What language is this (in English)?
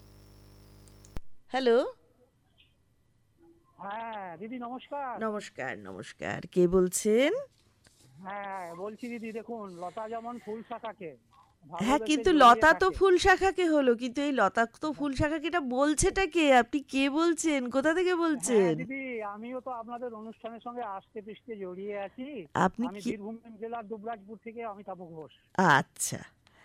Bangla